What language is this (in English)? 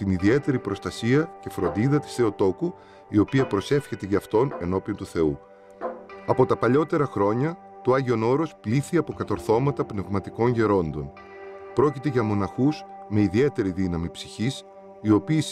Greek